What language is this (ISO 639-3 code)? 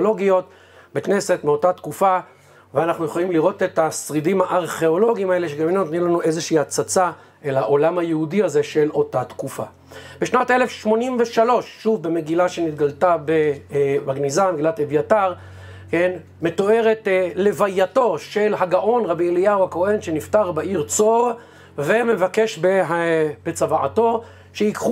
heb